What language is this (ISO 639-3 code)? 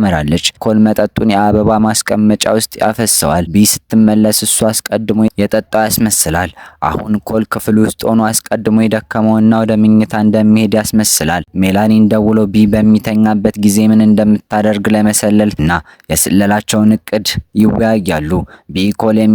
amh